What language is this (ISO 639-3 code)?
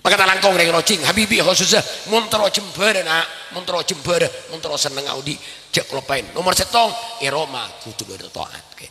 mad